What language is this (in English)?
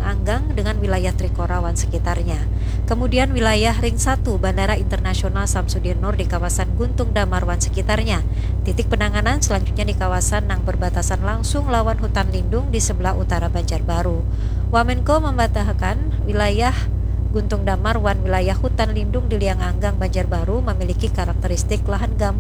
Banjar